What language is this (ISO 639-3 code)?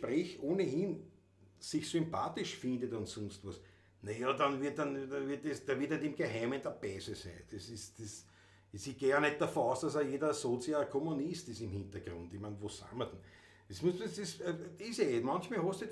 bar